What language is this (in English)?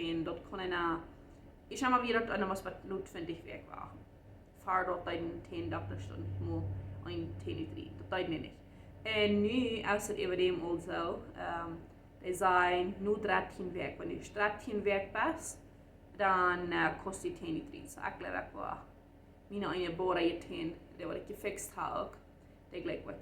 Plautdietsch